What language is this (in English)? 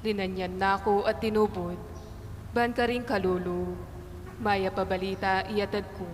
Pampanga